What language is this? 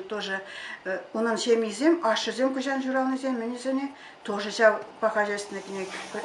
Chuvash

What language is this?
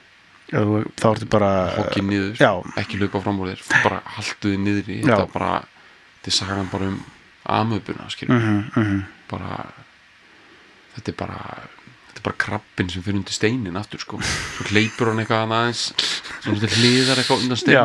Icelandic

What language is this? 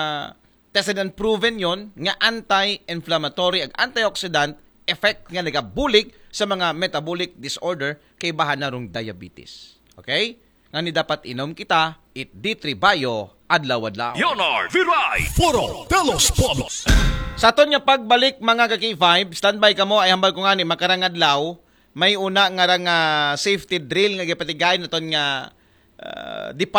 Aklanon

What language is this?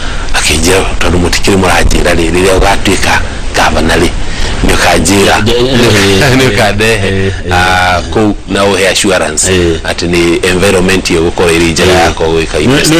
Kikuyu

